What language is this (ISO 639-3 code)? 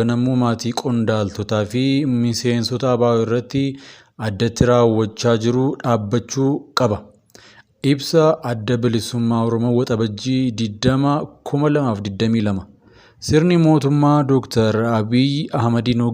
orm